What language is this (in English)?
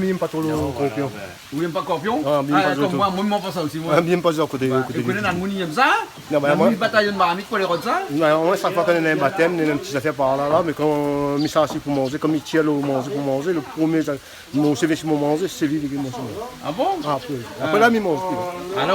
Réunion Creole French